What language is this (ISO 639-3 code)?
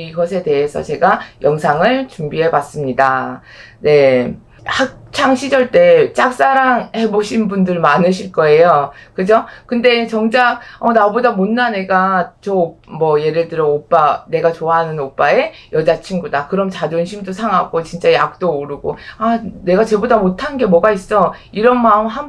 kor